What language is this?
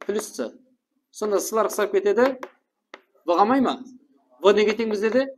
Kara-Kalpak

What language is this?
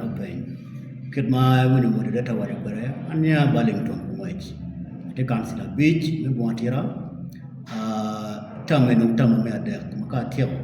Acoli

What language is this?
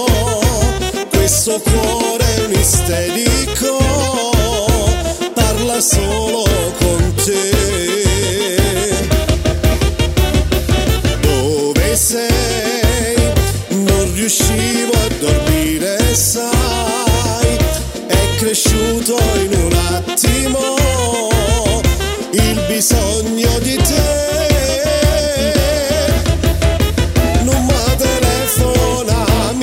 Italian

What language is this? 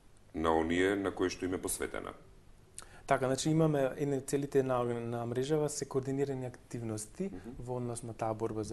Macedonian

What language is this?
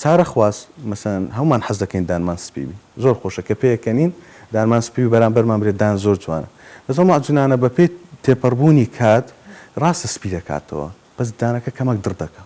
Central Kurdish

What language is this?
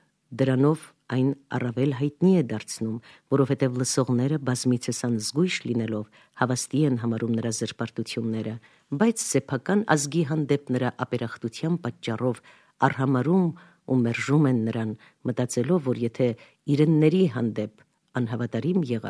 Armenian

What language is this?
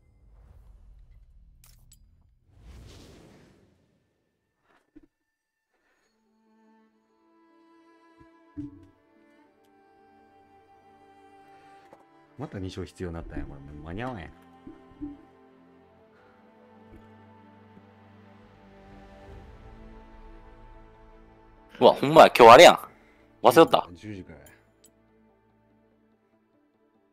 Japanese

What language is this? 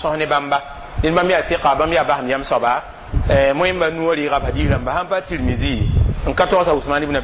Mossi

